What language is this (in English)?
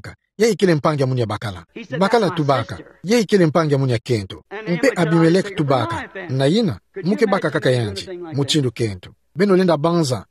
Kituba (Democratic Republic of Congo)